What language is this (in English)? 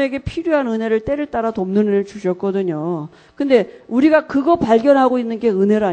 Korean